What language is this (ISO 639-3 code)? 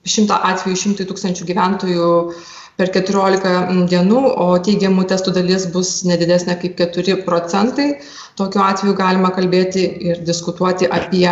lit